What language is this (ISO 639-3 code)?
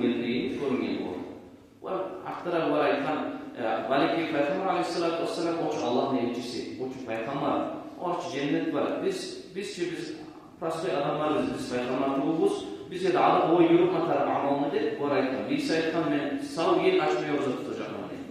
kum